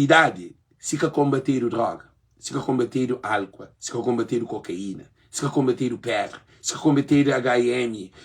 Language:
Kabuverdianu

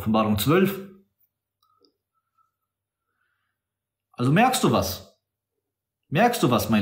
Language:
German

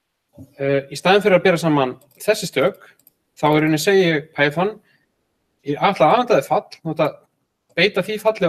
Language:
Icelandic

